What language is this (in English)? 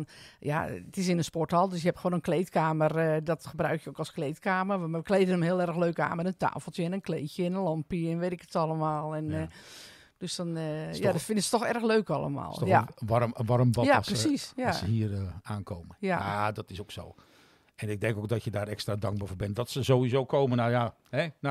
Dutch